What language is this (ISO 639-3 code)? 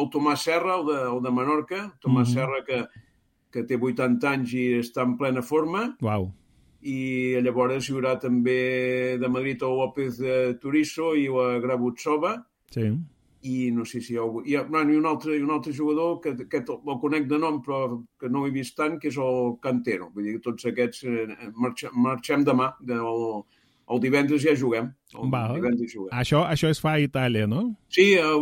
cat